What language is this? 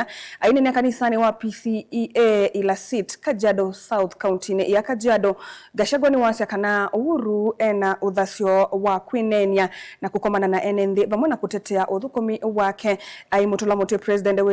Kamba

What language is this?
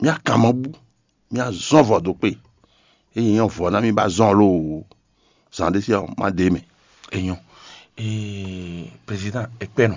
Fon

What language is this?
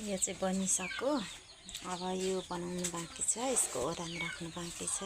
Nepali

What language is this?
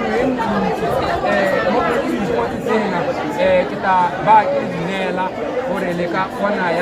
Tswana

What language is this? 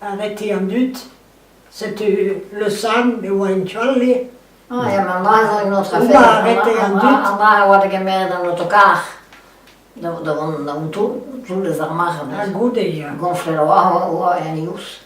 Breton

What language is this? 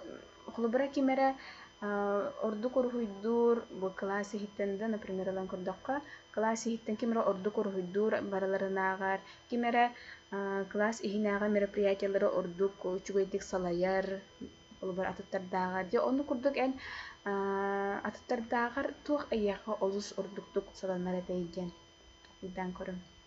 Yakut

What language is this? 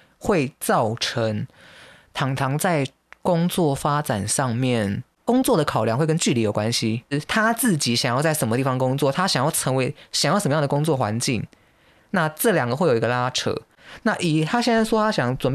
Chinese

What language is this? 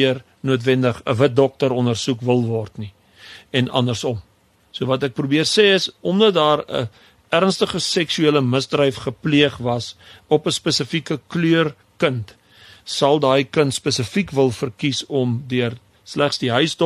Afrikaans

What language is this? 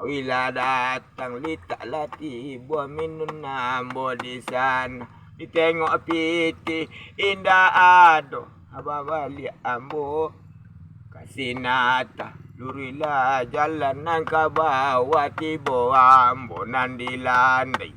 Minangkabau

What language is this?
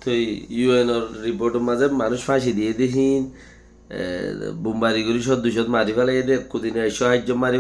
Rohingya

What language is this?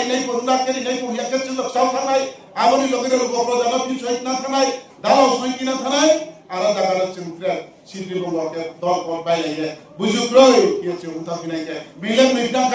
Riang (India)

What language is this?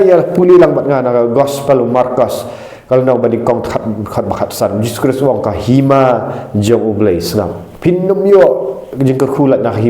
Khasi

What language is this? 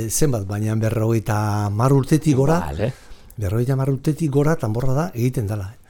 Basque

